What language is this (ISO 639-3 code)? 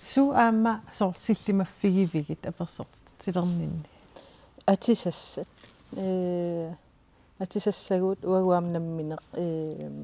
kal